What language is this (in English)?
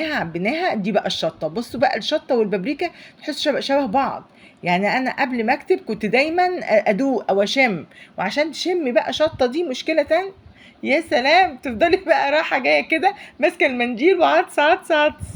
Egyptian Arabic